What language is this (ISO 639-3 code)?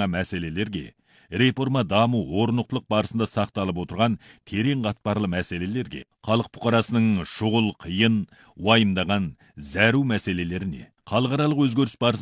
kaz